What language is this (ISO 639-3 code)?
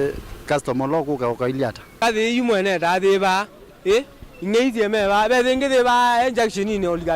kam